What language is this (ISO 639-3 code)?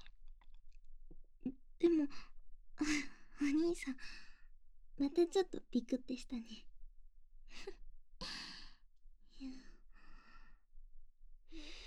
jpn